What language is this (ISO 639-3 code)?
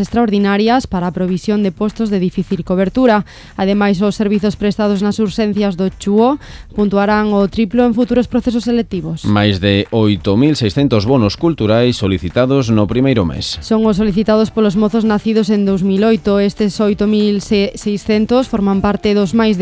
glg